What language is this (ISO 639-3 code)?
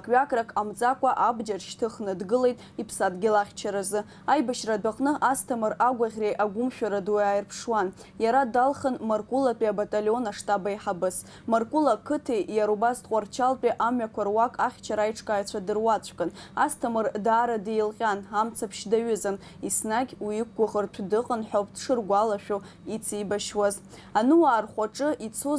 abk